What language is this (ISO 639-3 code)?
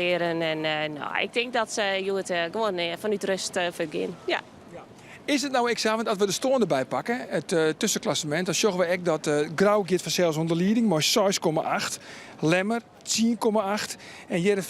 fry